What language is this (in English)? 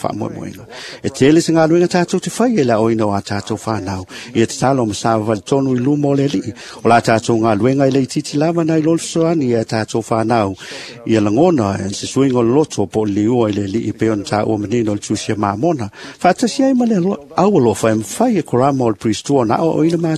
Samoan